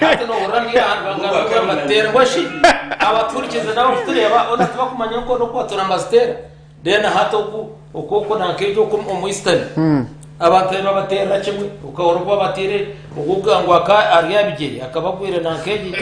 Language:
Nyankole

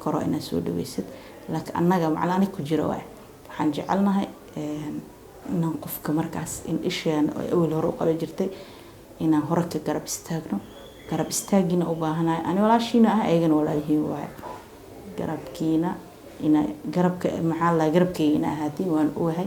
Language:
Somali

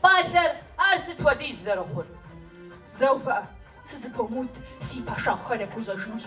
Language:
Kabardian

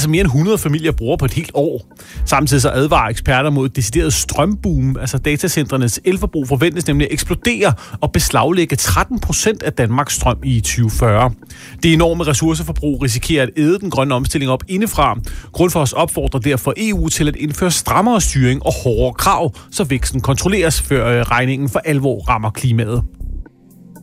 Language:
Danish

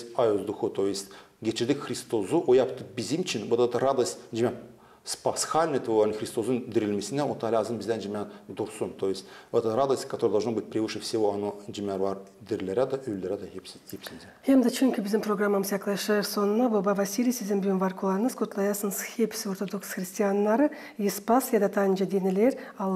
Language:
Gagauz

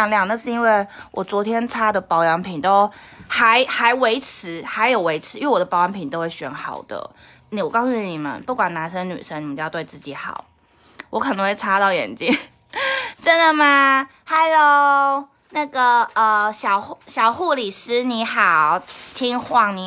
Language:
Chinese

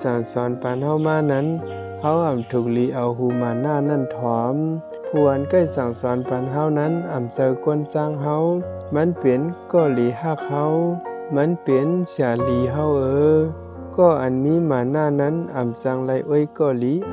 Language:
Shan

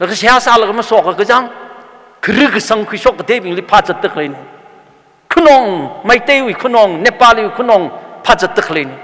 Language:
Tangkhul Naga (India)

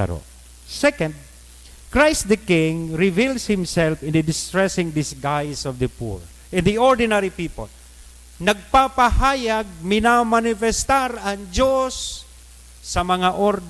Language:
Bikol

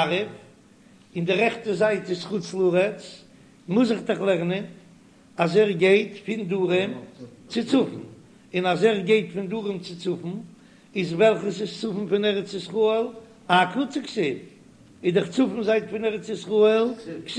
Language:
Yiddish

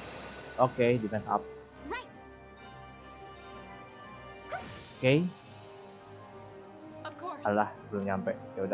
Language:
Indonesian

